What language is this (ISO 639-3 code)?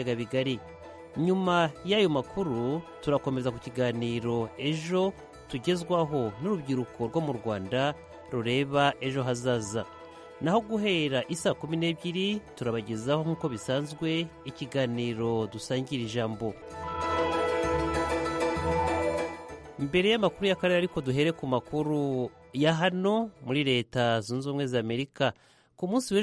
kin